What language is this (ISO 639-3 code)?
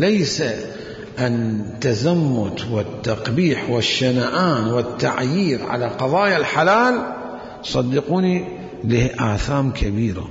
acm